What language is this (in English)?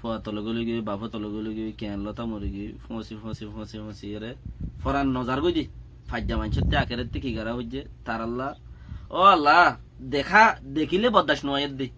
Rohingya